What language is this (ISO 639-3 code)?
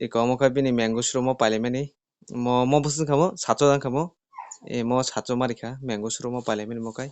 trp